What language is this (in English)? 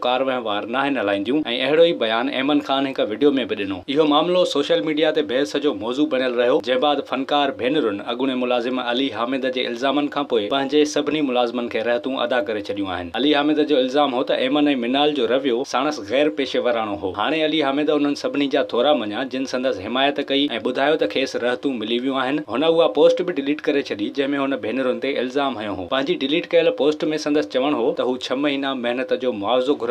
Sindhi